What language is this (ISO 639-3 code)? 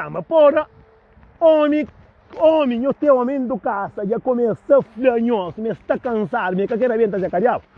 kea